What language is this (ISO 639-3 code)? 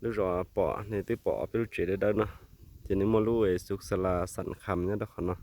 hmn